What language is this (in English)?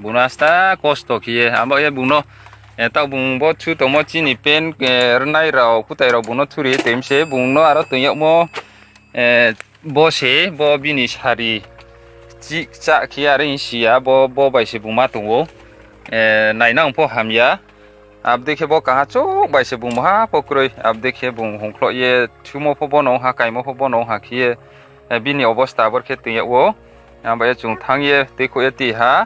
Riang (India)